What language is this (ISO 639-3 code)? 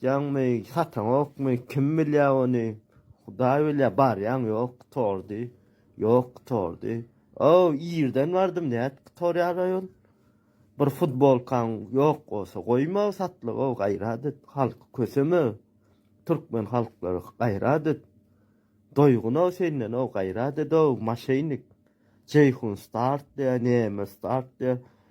tuk